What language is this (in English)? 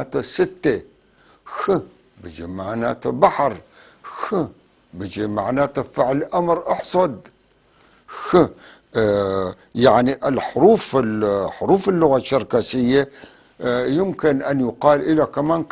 North Levantine Arabic